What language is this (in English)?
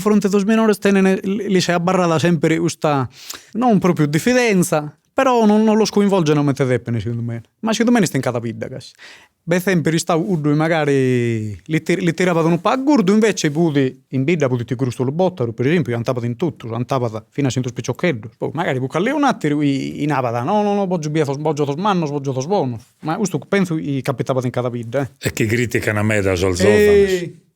Sardinian